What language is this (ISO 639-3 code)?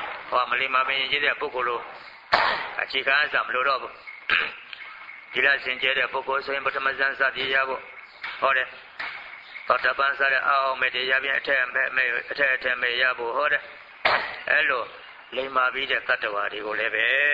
mya